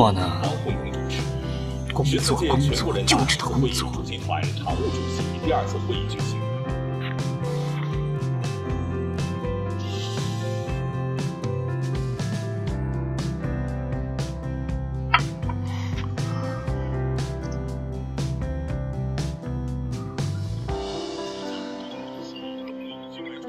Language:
Chinese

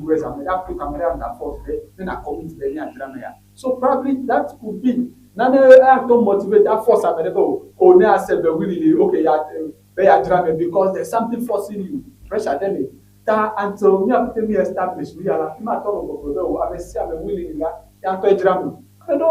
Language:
Ewe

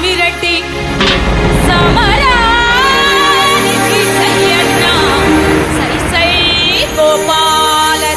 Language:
Telugu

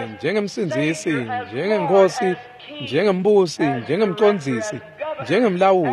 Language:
Swati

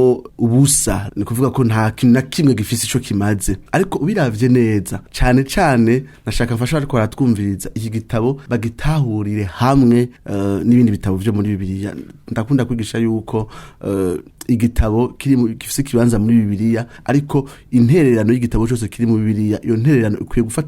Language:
Rundi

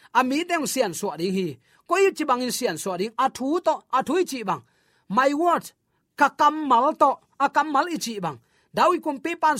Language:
Tedim Chin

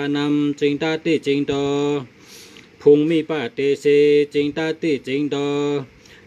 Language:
Shan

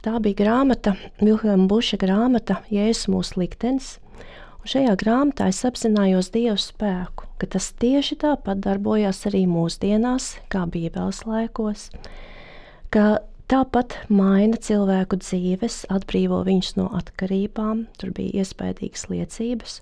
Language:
Latvian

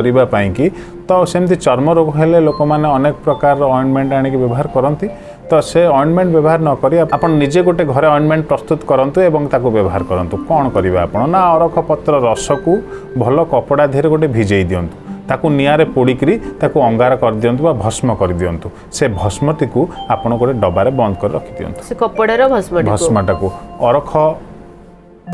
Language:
Odia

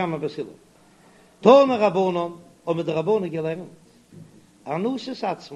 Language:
Yiddish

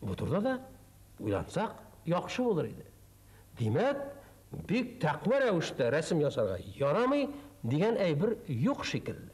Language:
Tatar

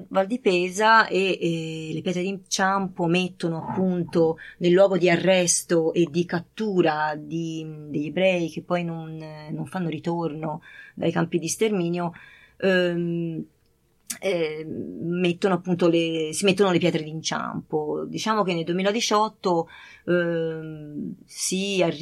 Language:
Italian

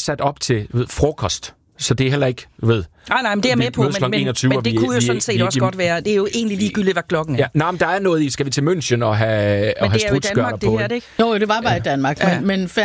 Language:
Danish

